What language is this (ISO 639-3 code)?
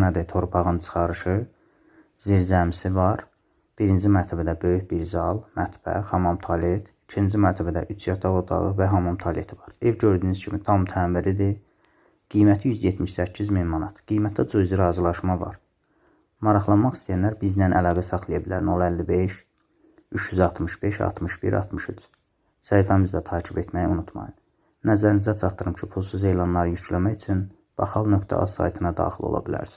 aze